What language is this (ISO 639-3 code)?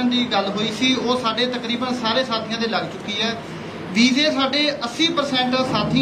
pan